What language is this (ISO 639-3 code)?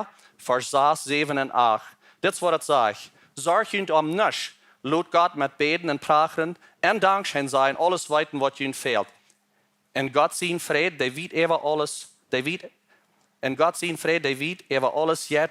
pdt